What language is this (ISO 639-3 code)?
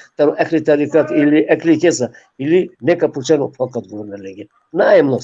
rmn